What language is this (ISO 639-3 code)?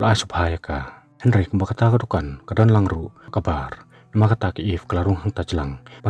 kha